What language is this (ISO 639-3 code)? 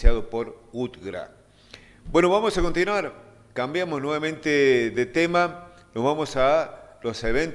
spa